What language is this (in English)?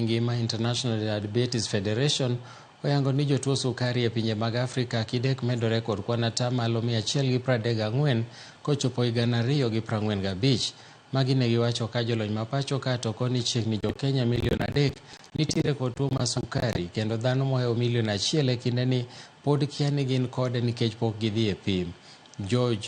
Luo (Kenya and Tanzania)